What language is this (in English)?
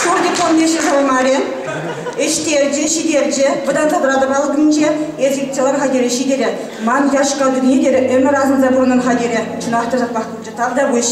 Chuvash